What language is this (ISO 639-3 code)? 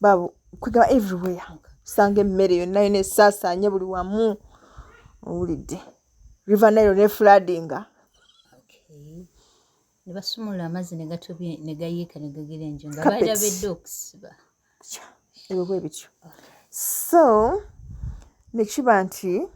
lug